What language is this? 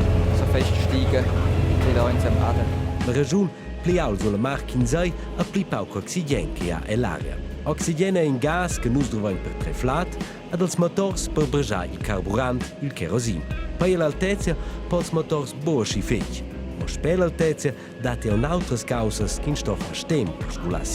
Romansh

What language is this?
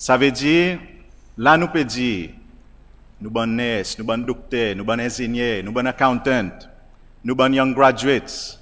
Seselwa Creole French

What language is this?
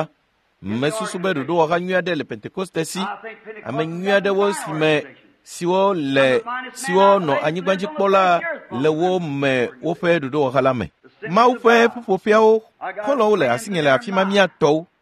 Ewe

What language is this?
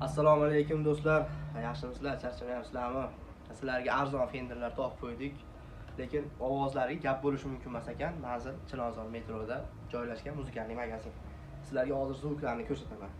Uzbek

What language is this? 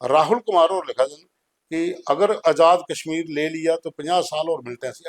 Dogri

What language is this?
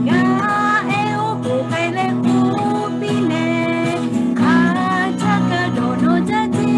Lahu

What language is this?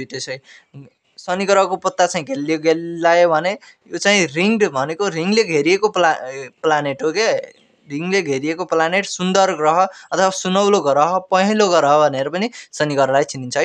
Nepali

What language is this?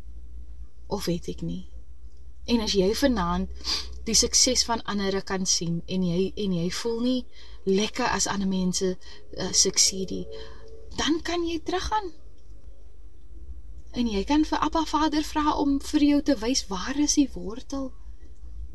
Afrikaans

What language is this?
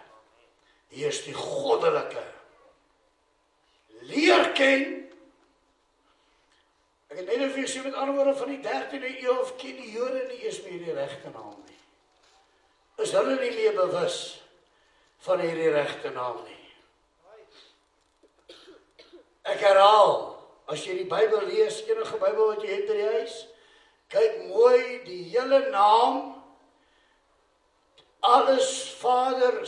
Afrikaans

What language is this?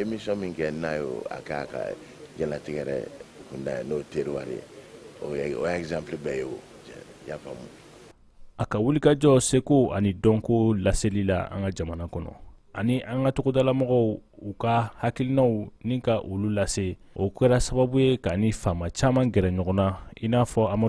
Bambara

